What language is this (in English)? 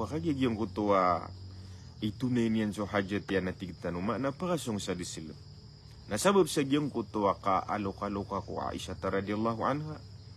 Maranao